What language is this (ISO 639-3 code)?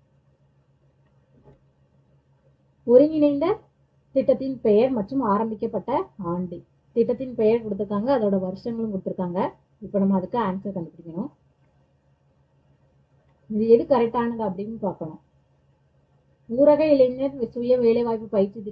tam